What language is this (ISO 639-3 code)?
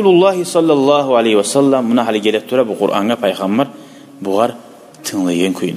kum